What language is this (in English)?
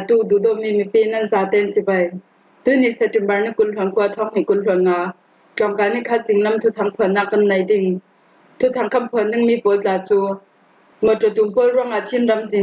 Falam Chin